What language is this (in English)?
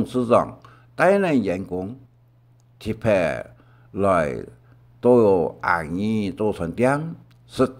Hakka Chinese